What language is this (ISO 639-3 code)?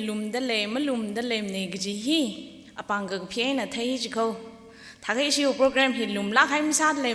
nmf